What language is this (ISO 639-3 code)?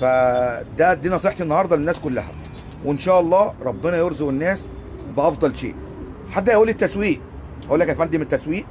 arz